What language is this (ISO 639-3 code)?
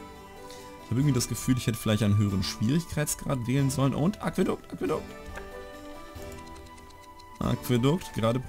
deu